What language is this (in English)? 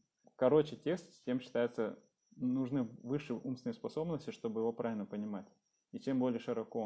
Russian